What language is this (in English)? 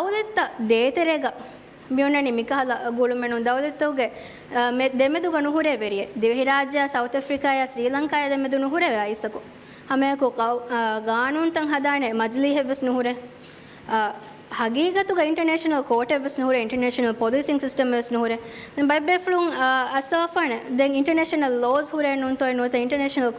Divehi